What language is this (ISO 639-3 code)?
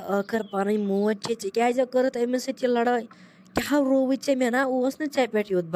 kas